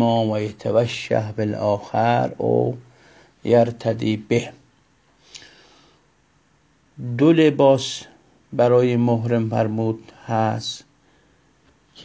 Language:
Persian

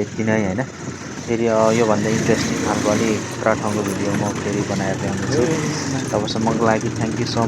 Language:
Nepali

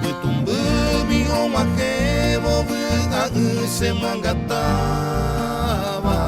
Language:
Guarani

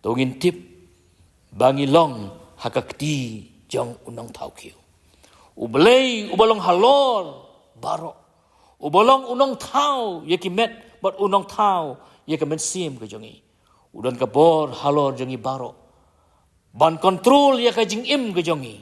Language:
Khasi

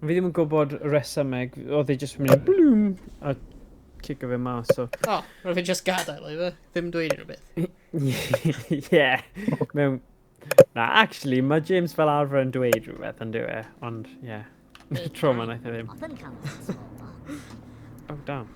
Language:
Welsh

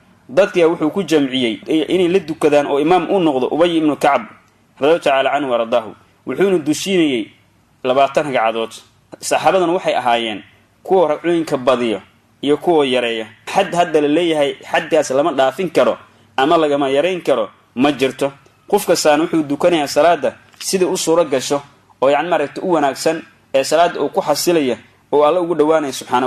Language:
Somali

